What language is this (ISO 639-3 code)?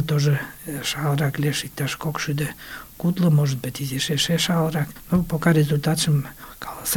chm